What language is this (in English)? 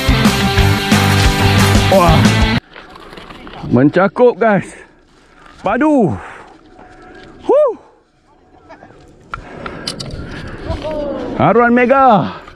Malay